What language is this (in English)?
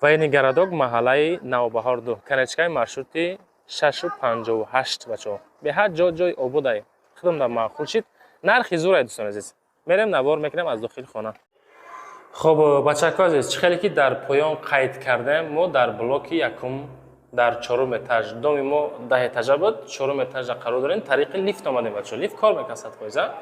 Tajik